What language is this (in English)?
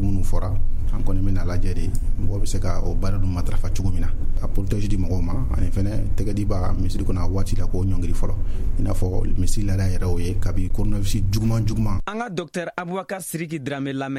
Bambara